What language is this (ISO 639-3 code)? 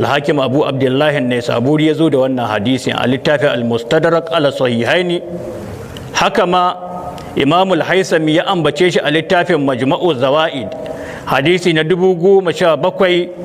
hau